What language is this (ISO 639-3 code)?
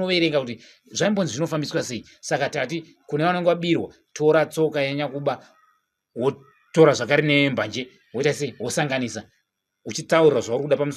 sna